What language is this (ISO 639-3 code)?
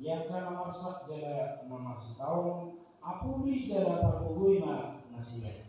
bbc